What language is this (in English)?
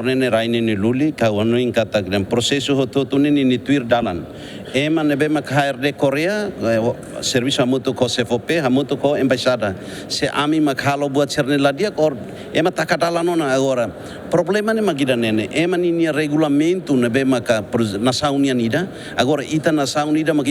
Tetum